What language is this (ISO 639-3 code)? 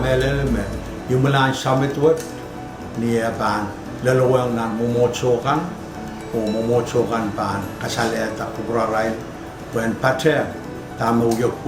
pon